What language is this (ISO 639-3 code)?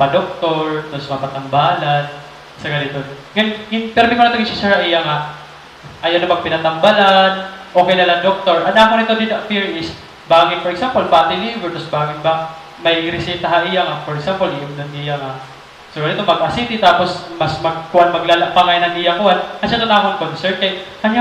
war